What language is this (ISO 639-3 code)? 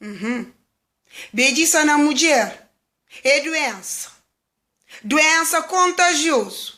kea